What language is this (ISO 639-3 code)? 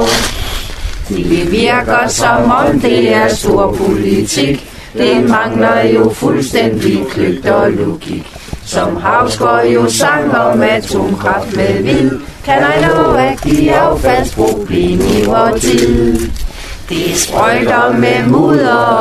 dan